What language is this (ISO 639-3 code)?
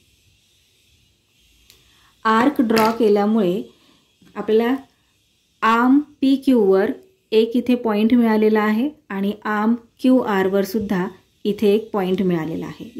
mar